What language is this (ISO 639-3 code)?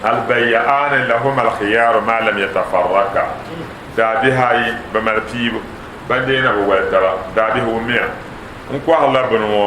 dag